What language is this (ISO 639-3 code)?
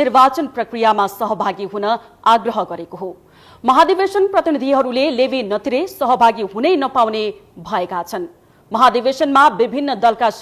nep